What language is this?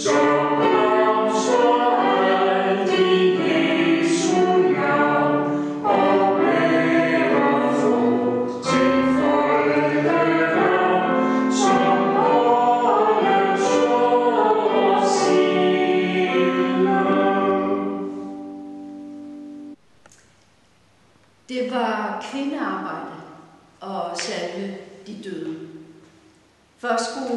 Danish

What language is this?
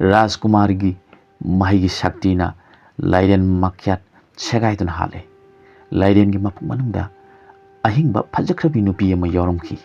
Manipuri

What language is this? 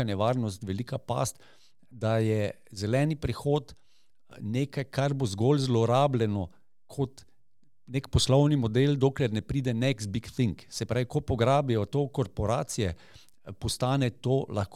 Slovenian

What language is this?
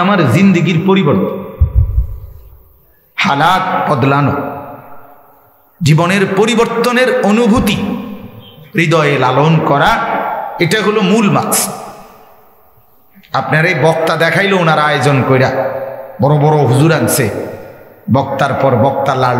Bangla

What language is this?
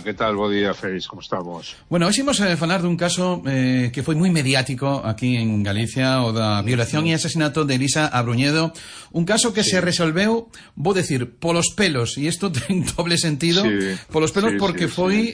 Galician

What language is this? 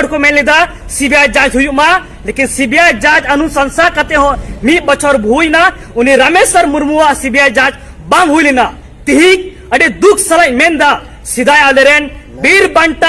Santali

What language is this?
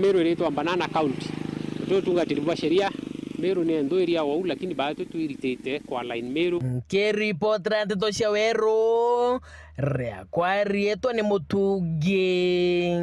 Meru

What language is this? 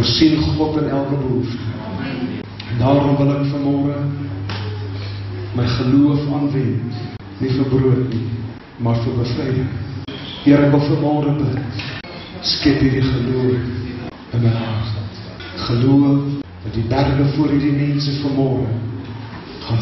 Afrikaans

